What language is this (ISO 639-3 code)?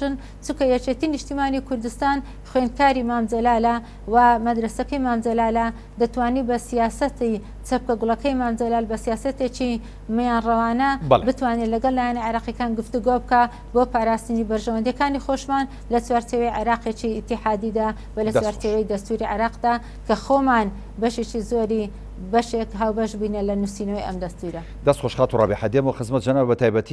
ckb